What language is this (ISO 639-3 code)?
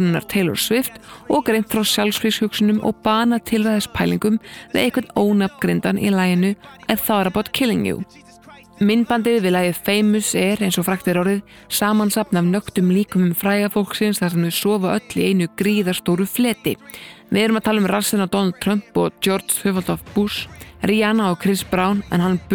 isl